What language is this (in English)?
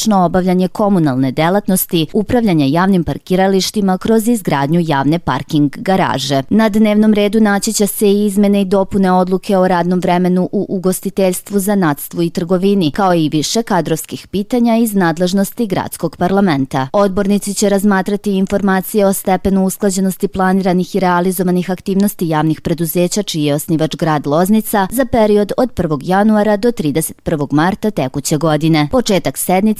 Serbian